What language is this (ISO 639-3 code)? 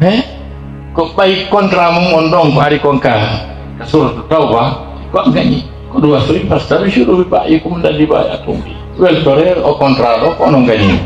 ful